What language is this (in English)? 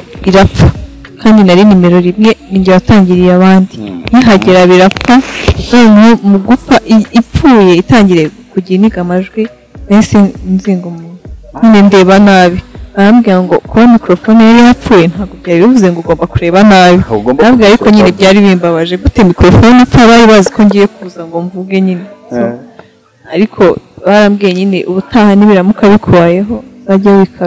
Kinyarwanda